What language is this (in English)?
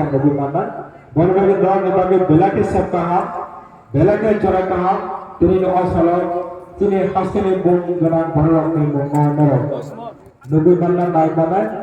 Kok Borok